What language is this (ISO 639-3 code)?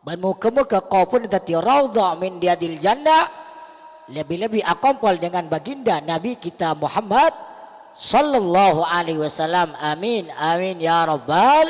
mad